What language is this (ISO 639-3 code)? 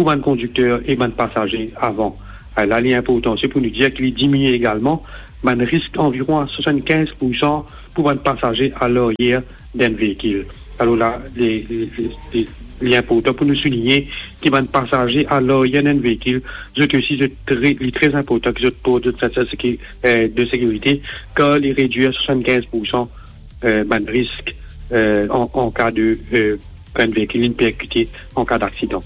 mfe